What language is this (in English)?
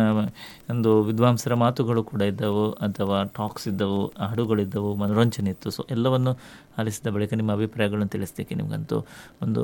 Kannada